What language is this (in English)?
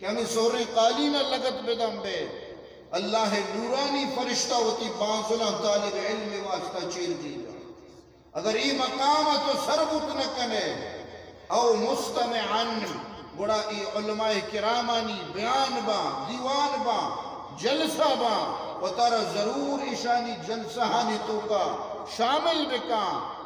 Eastern Balochi